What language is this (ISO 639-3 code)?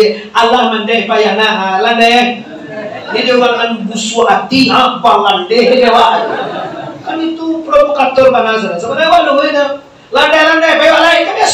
min